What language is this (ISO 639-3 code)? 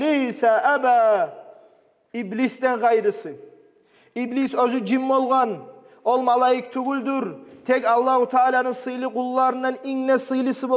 kum